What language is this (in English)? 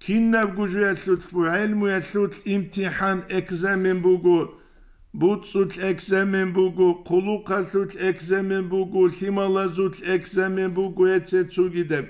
Avaric